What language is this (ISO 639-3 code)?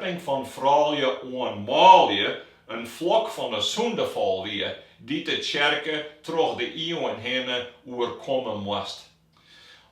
fry